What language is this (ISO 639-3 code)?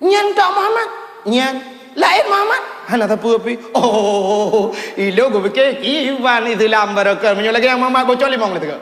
ace